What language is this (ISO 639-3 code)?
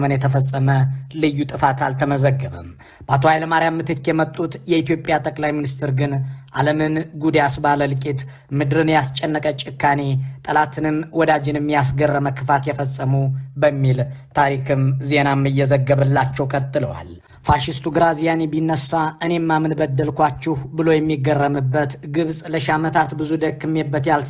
amh